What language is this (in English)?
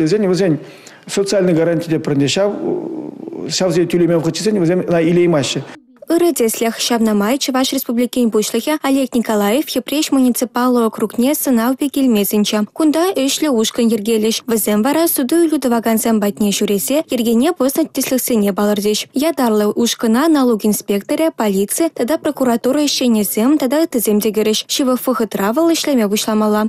Chuvash